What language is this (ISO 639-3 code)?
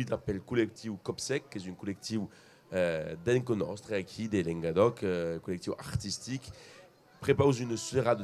oci